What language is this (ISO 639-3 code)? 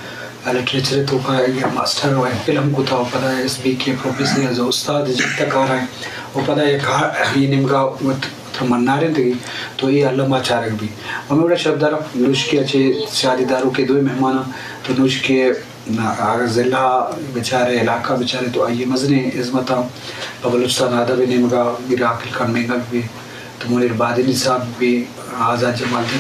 bgp